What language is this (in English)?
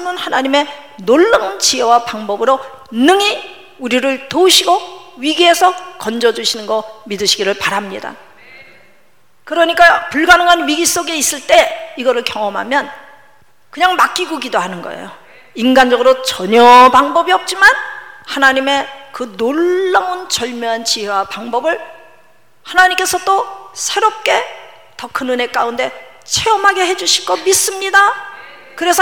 Korean